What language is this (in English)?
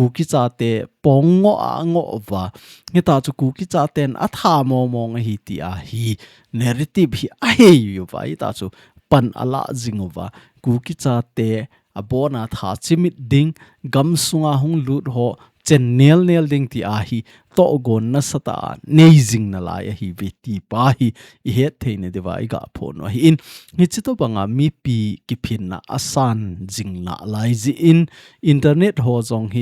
Thado Chin